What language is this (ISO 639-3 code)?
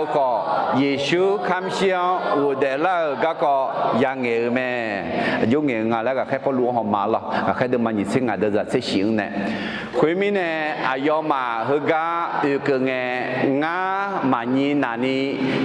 ahk